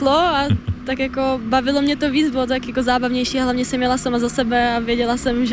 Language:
Czech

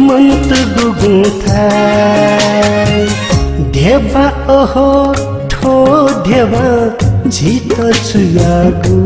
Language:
Newari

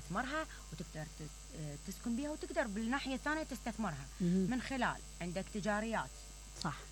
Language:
Mesopotamian Arabic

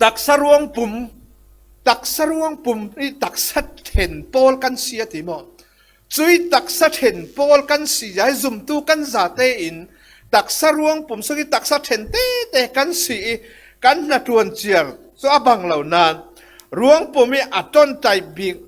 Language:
Falam Chin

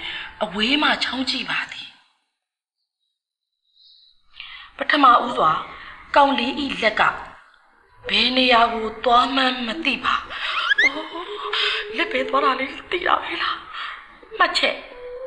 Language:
Burmese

